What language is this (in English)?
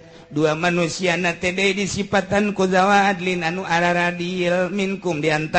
Sundanese